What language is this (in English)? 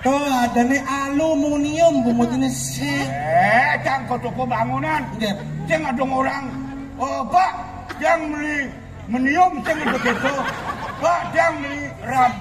Balinese